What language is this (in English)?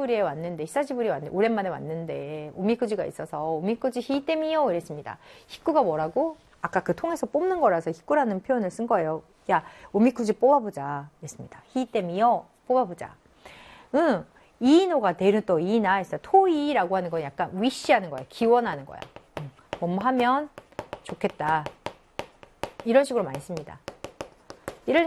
Korean